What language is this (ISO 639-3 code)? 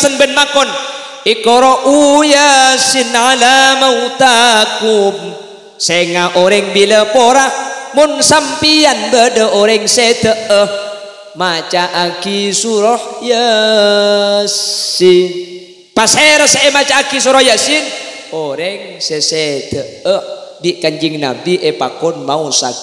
mad